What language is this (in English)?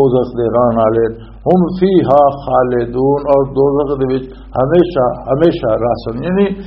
Western Panjabi